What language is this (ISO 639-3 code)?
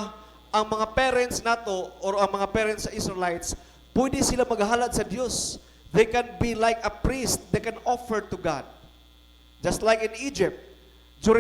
ceb